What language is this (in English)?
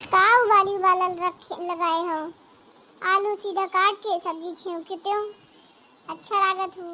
Awadhi